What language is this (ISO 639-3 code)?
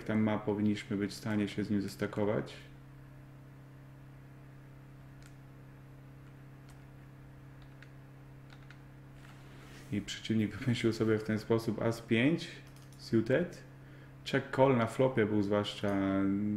pol